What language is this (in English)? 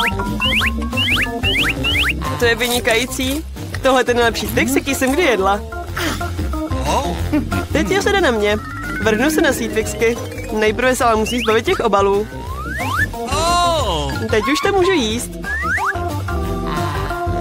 Czech